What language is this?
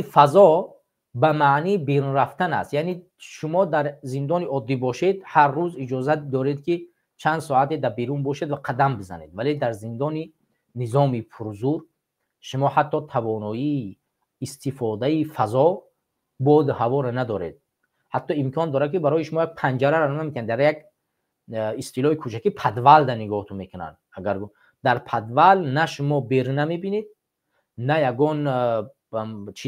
Tajik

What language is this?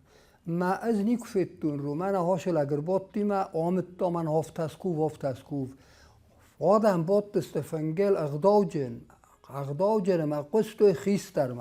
Ossetic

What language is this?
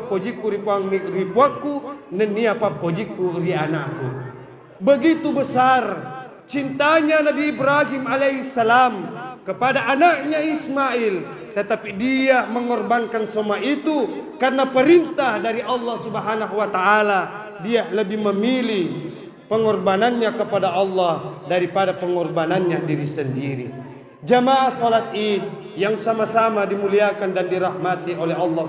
Buginese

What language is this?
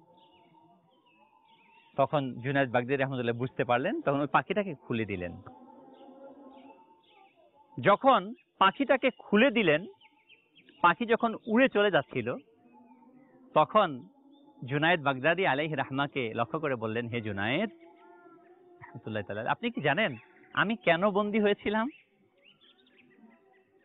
Bangla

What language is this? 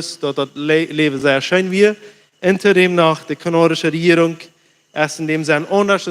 Plautdietsch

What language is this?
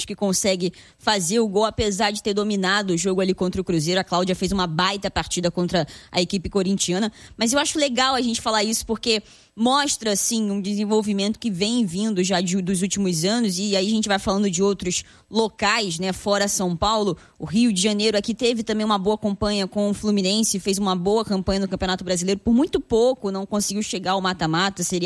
Portuguese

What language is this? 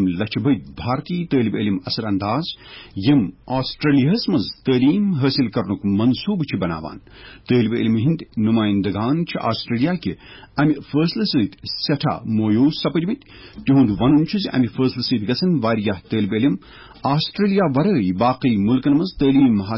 Kashmiri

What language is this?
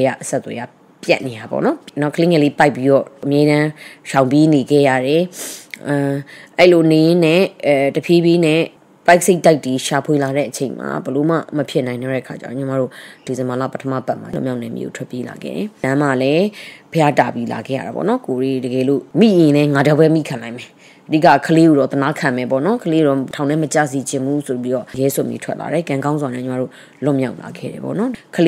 Burmese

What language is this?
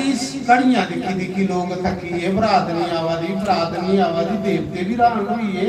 Dogri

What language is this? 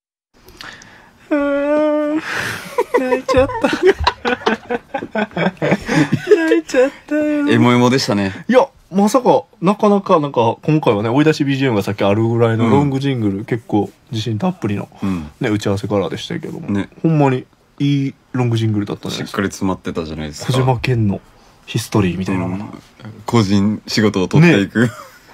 Japanese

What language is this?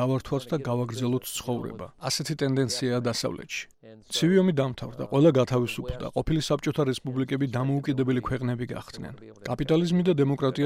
Georgian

